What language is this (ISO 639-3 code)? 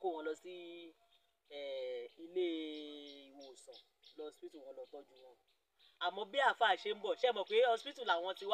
yor